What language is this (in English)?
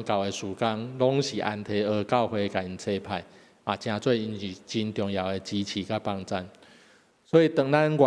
Min Nan Chinese